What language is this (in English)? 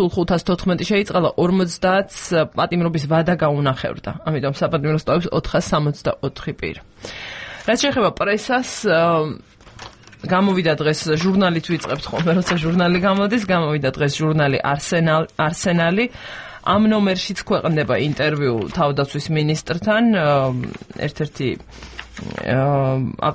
Georgian